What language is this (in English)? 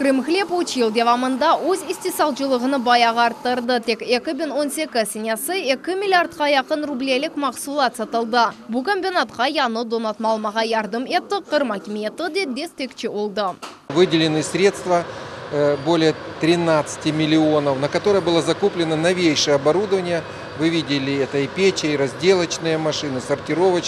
Crimean Tatar